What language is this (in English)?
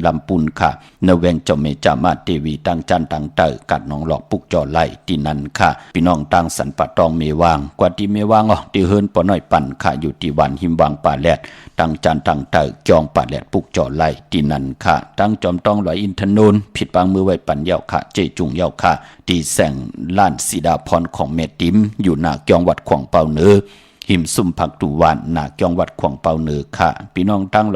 Shan